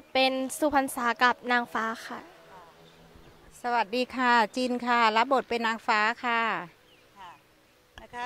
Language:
Thai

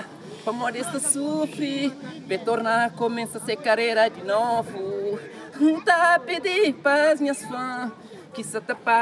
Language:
Kabuverdianu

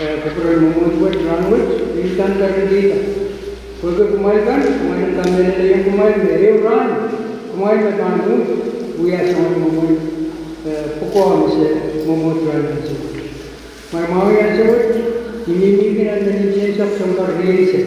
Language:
Pohnpeian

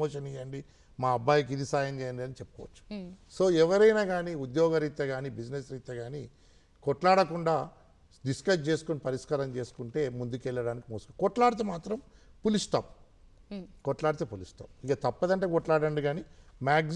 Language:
Telugu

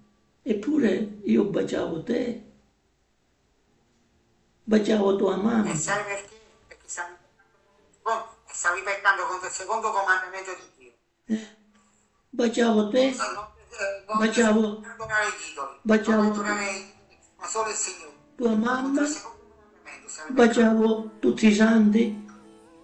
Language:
Italian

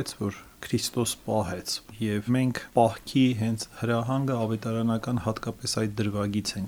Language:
Armenian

